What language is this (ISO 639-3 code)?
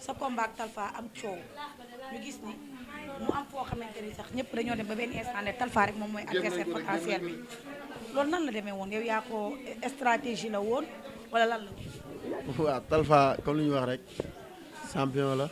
wol